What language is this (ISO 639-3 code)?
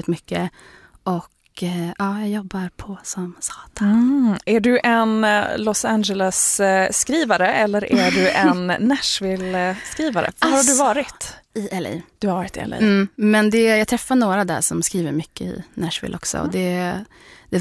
swe